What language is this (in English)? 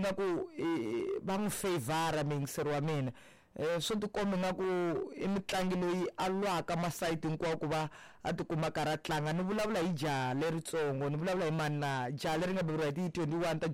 Tsonga